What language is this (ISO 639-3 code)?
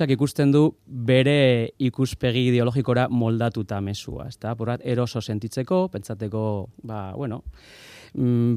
eus